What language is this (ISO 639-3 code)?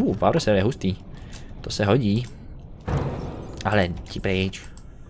ces